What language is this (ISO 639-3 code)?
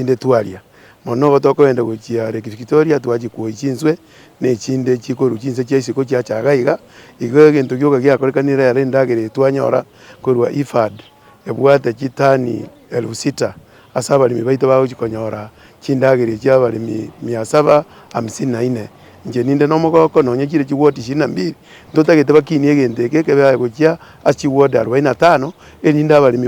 guz